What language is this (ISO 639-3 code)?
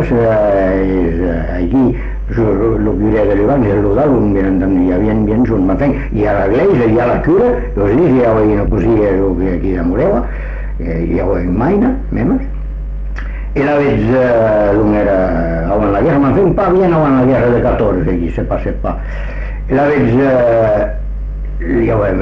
cat